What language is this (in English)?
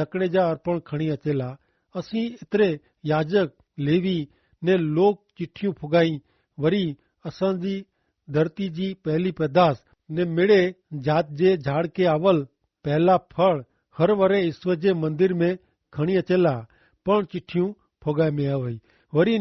Kachhi